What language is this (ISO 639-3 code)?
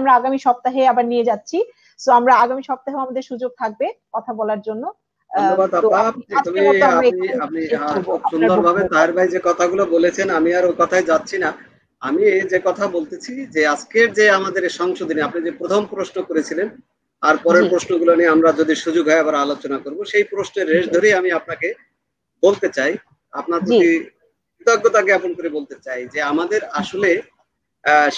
ben